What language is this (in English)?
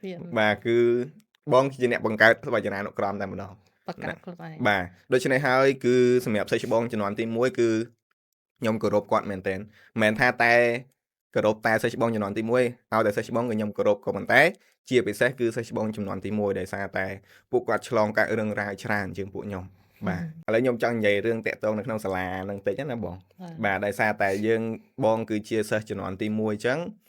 Khmer